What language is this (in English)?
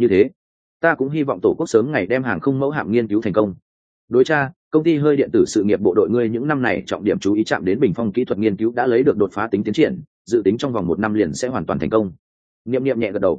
Vietnamese